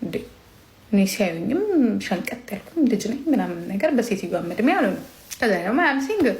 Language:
Amharic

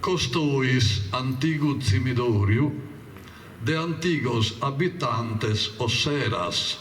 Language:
Sardinian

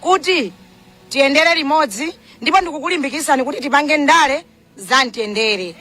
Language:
Nyanja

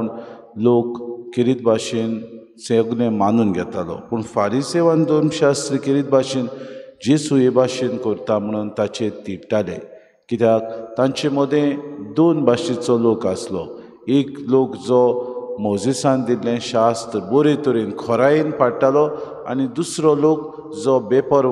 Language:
Konkani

